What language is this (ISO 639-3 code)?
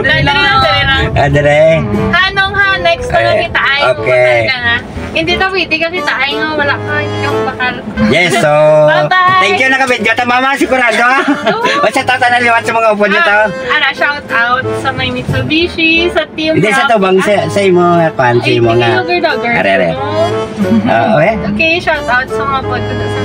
hil